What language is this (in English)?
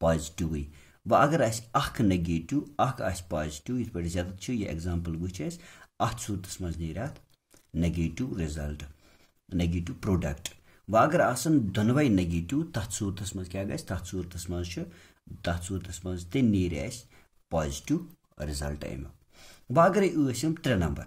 Kashmiri